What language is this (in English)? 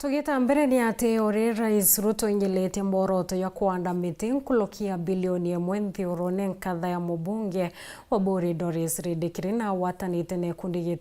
Meru